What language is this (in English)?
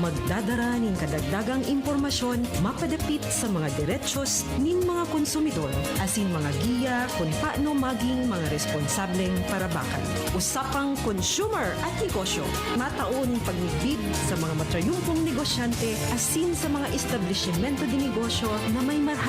Bikol